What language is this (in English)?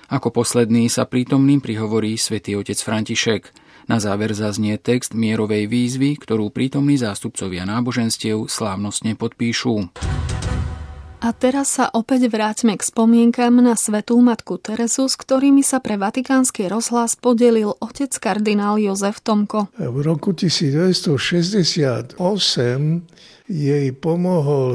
Slovak